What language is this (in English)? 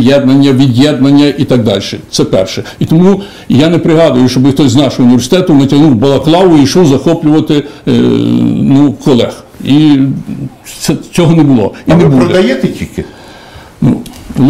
Ukrainian